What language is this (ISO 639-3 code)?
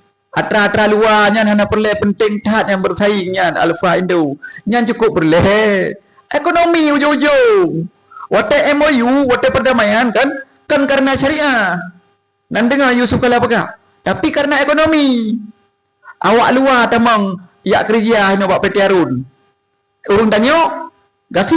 ace